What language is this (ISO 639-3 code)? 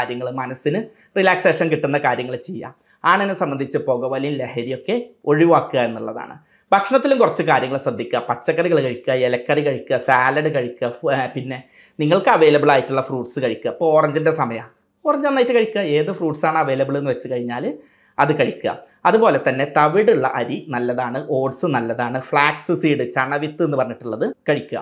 mal